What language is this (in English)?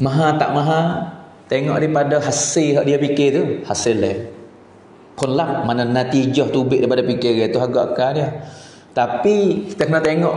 Pattani Malay